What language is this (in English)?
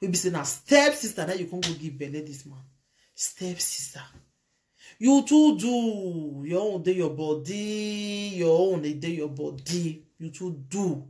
Nigerian Pidgin